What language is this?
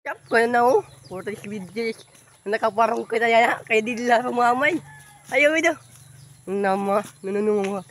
Waray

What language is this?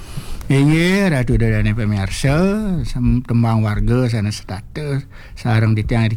Balinese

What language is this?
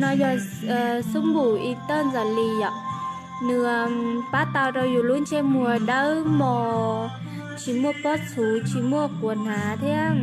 Hmong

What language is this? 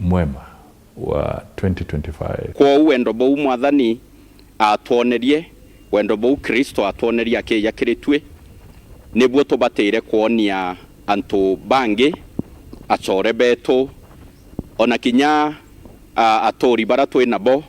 Meru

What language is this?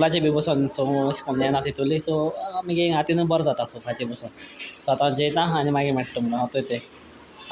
Konkani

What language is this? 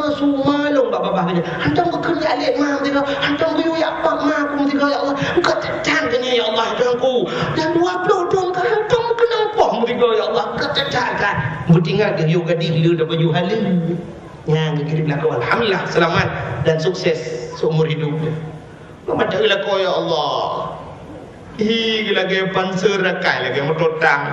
Achinese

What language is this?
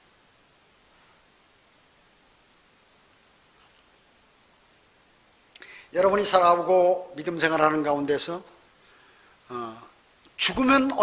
Korean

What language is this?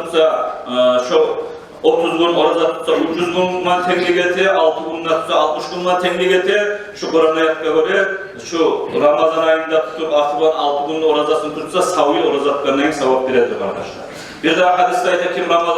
Kumyk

